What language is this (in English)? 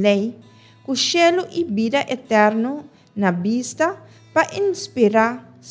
Papiamento